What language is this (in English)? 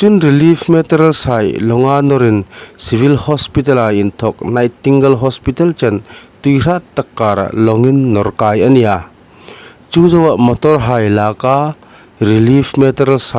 Hmar